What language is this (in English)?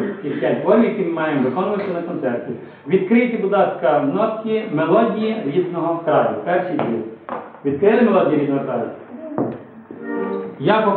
Ukrainian